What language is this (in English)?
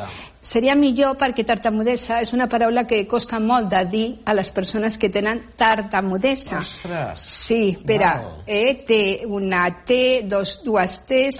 Catalan